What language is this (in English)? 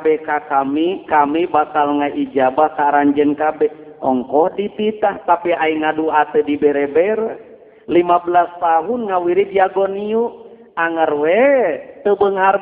Sundanese